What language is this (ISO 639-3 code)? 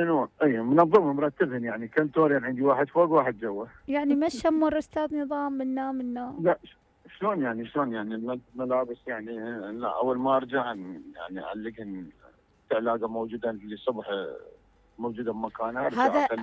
acm